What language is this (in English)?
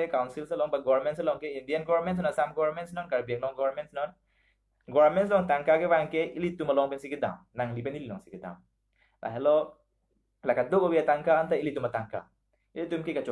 Karbi